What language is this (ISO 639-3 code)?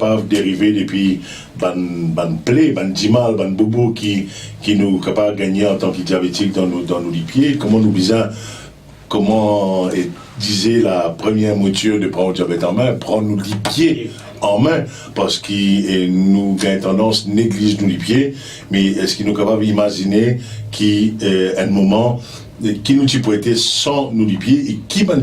mfe